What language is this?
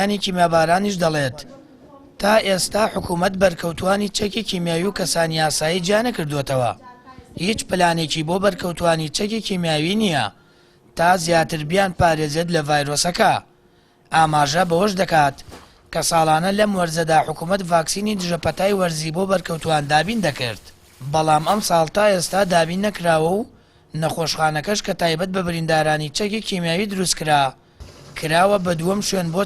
Central Kurdish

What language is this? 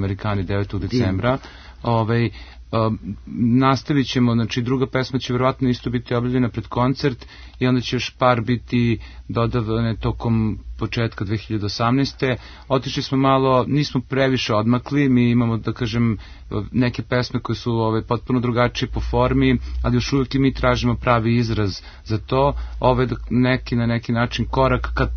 Serbian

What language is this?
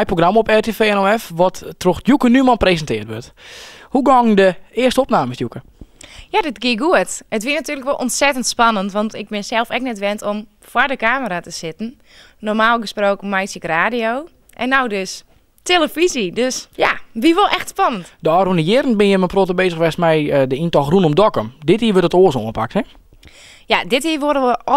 Western Frisian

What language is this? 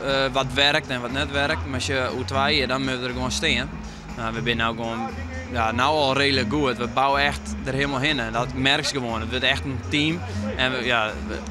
Western Frisian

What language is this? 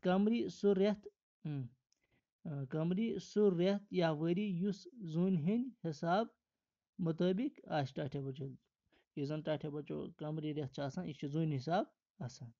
Kashmiri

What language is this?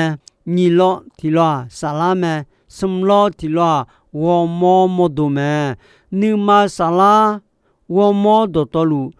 Akha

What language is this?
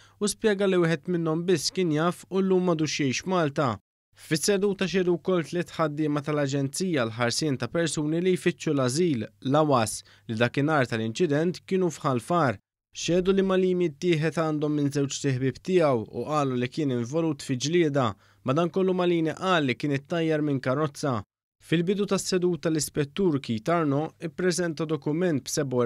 Maltese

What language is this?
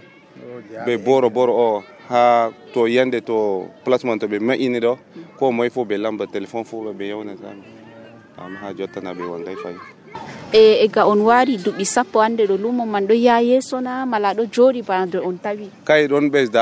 Nigerian Fulfulde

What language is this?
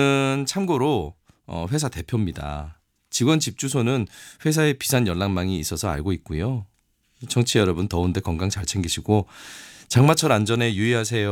Korean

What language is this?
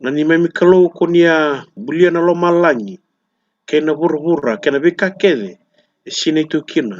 Fijian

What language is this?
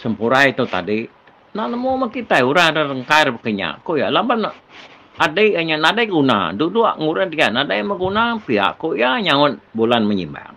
Iban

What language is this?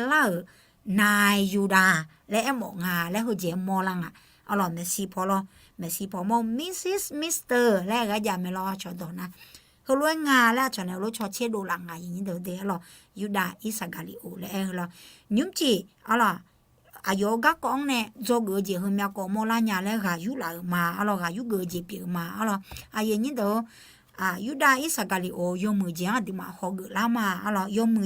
Akha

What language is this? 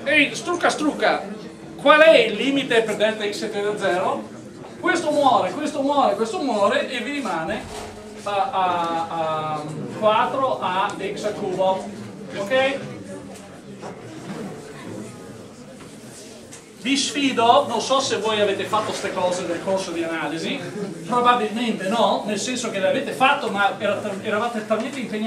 Italian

